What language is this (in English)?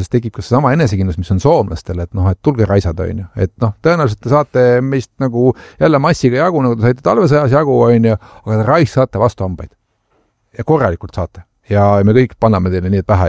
Estonian